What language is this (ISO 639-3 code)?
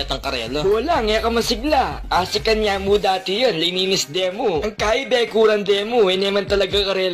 pam